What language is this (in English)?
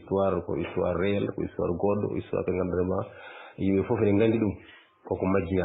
Fula